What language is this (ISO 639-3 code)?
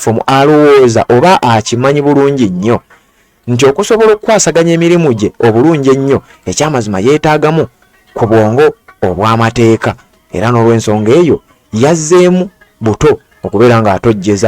lug